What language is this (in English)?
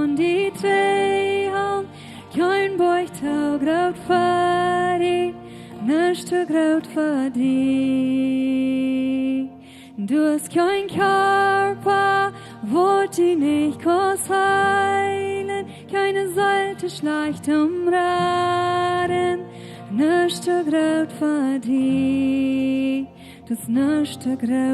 Plautdietsch